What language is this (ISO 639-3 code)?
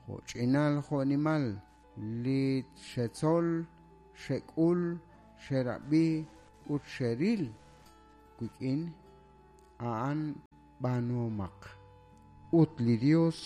kek